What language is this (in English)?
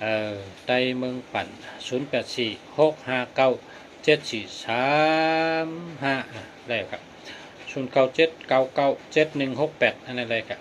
Shan